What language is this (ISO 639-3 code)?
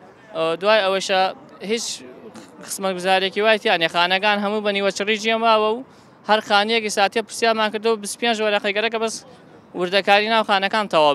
ckb